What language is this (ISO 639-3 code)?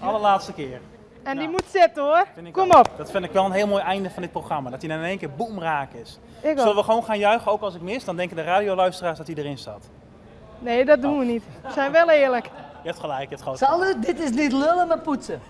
fry